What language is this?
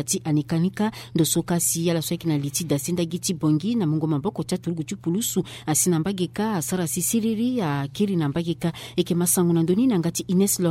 Sango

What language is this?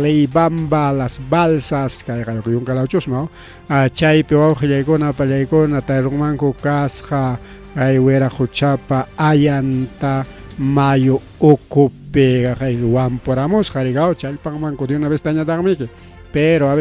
Ayacucho Quechua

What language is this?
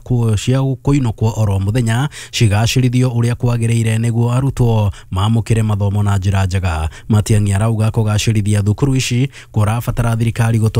Kikuyu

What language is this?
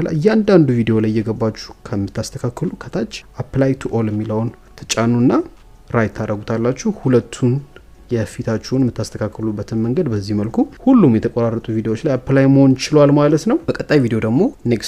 Amharic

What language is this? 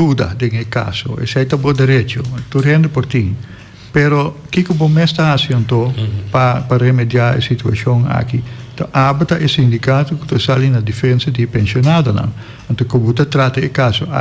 Papiamento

